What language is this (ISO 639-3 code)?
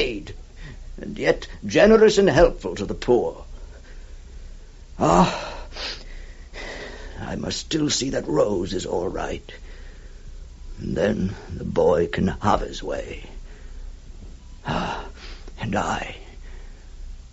eng